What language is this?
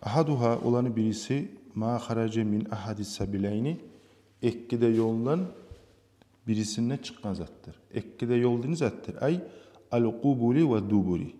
Kumyk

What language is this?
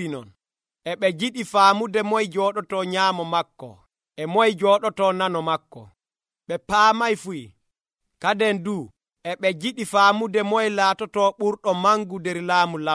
Nigerian Fulfulde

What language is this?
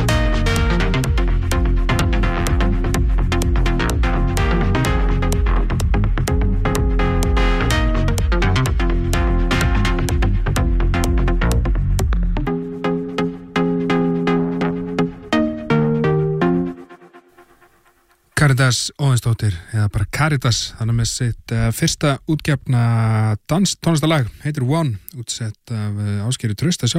Icelandic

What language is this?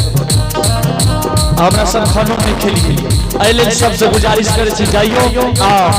Angika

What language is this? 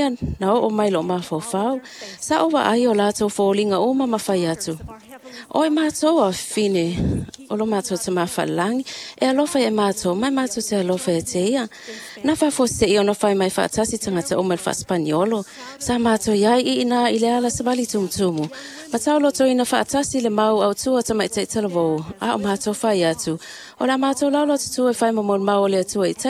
Samoan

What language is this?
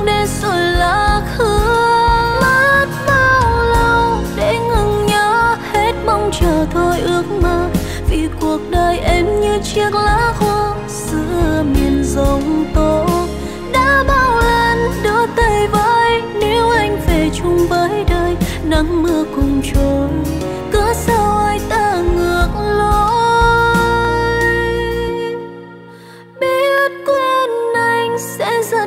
Vietnamese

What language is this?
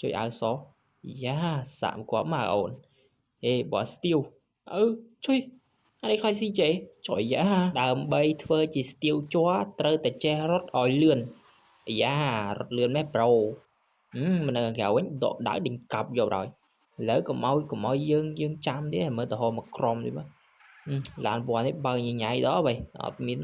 Khmer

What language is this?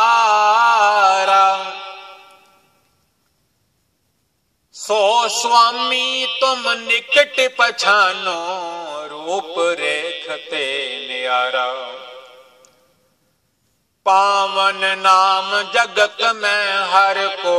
Punjabi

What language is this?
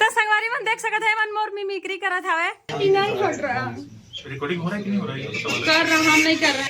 Chhattisgarhi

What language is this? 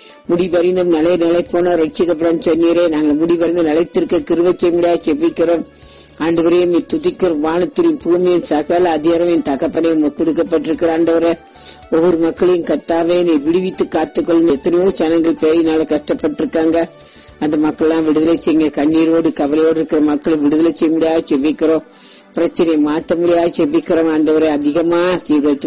Tamil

